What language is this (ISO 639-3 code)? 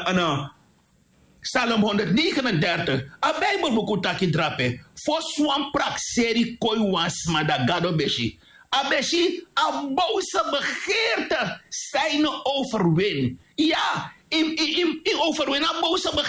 srn